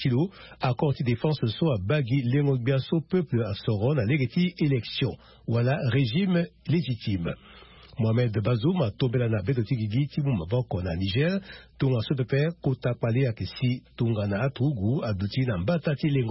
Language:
Sango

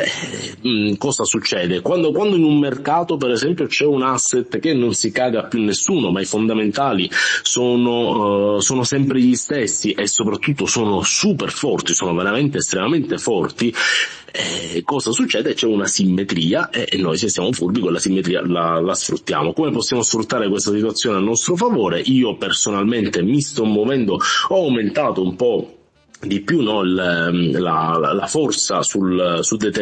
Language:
Italian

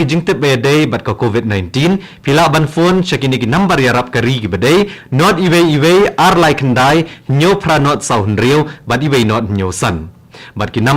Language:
Khasi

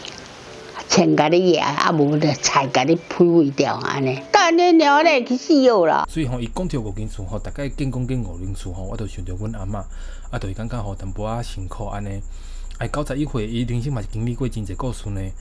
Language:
Min Nan Chinese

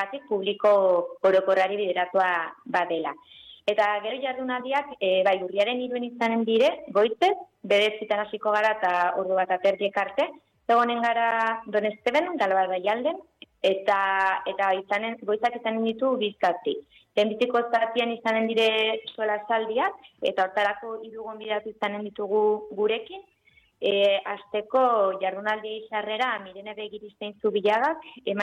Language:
Basque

